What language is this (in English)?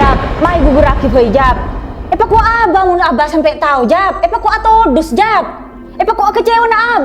Madurese